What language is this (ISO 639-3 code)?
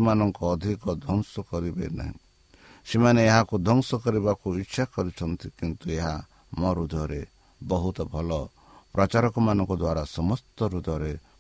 ori